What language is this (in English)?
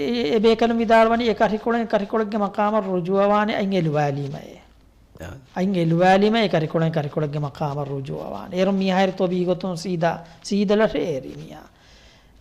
Divehi